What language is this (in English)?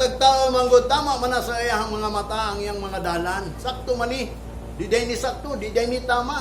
Cebuano